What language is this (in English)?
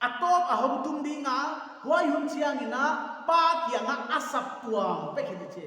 Paite Chin